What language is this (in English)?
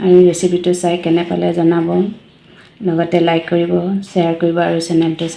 Assamese